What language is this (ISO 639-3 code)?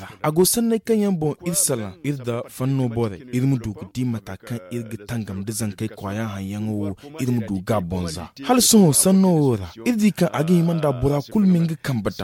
dje